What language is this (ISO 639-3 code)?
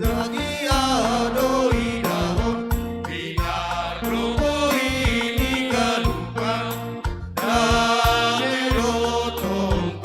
bts